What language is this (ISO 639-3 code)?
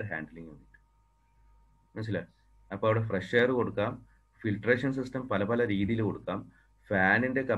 mal